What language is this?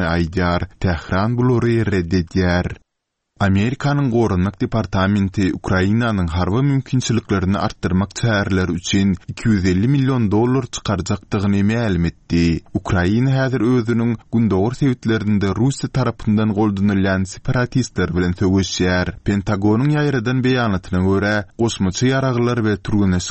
Turkmen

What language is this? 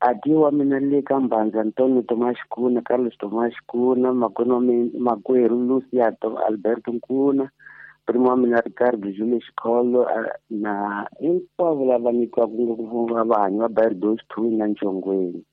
Tsonga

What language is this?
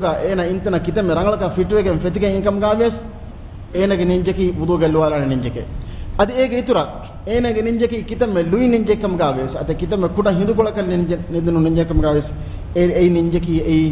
Divehi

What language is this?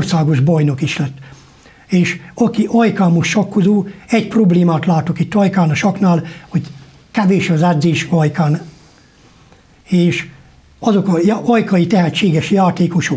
Hungarian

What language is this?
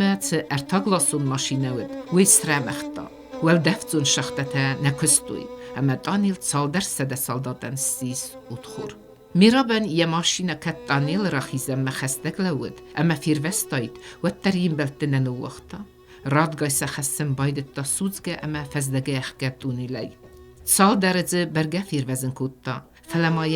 Ossetic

